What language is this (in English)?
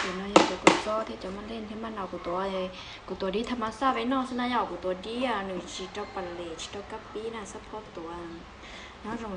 Hmong